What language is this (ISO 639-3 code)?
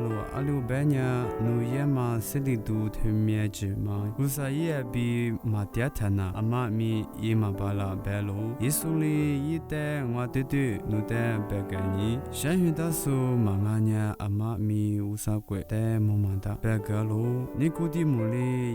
lis